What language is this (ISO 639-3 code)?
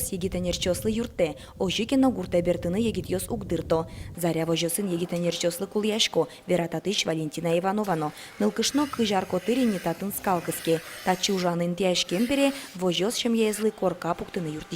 udm